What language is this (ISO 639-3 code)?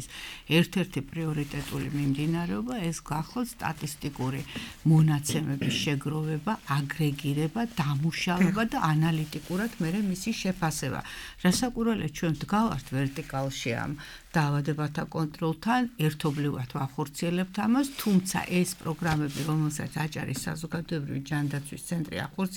kat